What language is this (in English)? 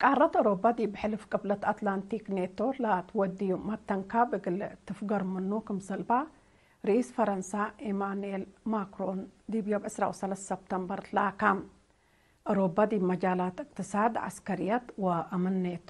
Tigre